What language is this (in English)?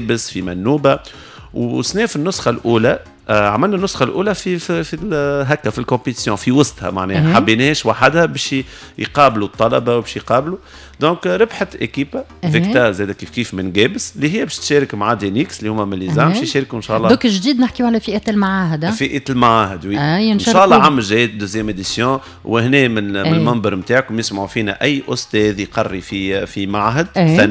Tunisian Arabic